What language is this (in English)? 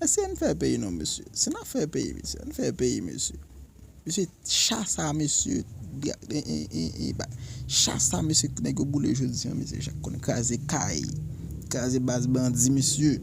Haitian Creole